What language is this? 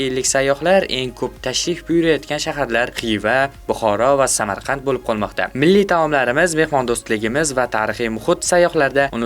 Uzbek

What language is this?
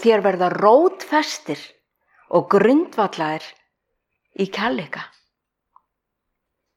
Icelandic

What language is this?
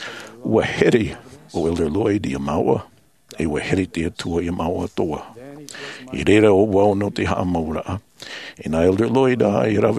Tahitian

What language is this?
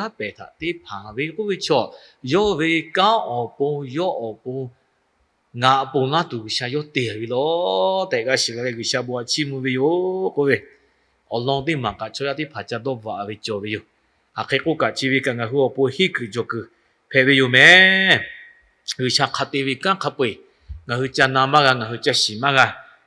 Lahu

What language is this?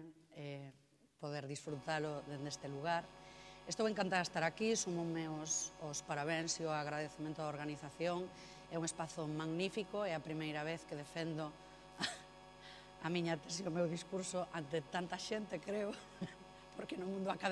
Galician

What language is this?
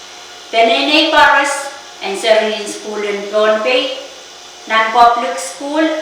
Pohnpeian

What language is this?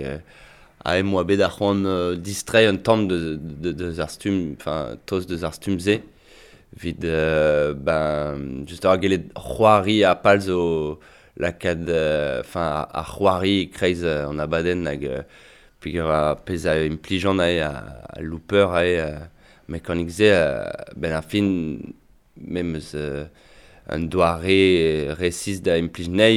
Breton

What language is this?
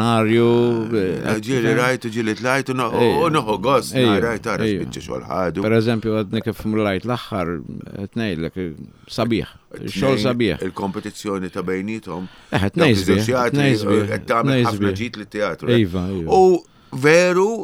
Maltese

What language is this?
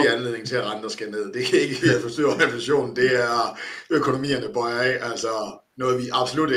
Danish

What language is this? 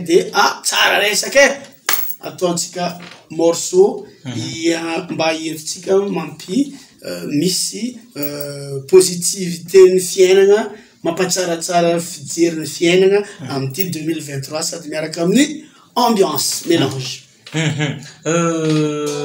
Malagasy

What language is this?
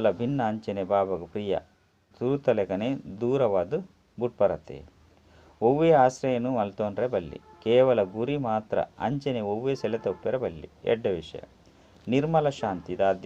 Tulu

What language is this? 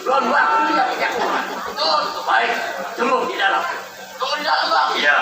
Betawi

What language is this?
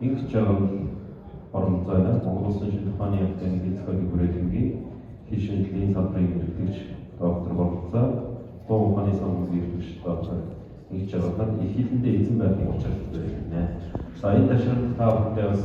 Mongolian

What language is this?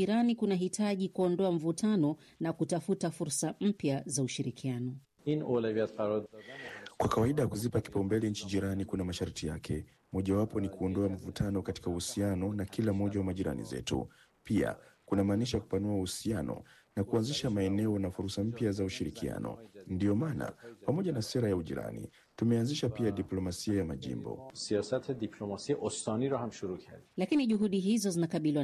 Swahili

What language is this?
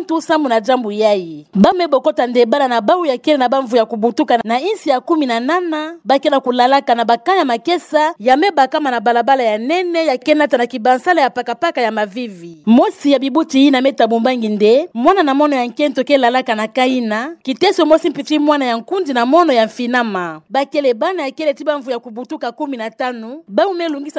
Kituba (Democratic Republic of Congo)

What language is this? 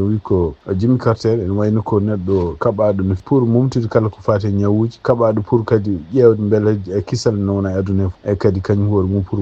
Fula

